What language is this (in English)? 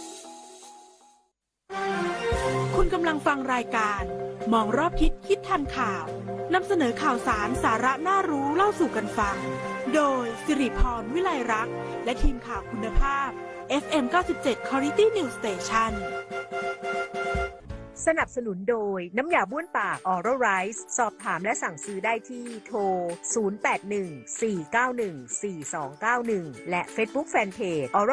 Thai